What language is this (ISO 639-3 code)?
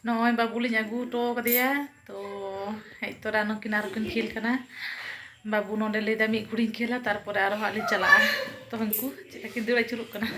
sat